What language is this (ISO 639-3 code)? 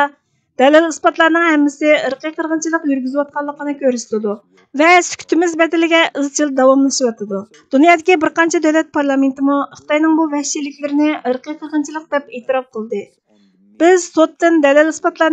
uig